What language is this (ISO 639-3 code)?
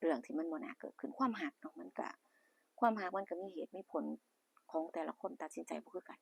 tts